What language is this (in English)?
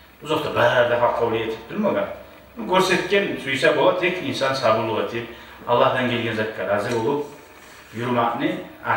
Kumyk